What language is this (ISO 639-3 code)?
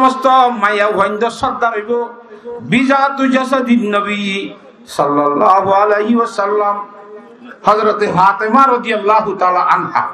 rhg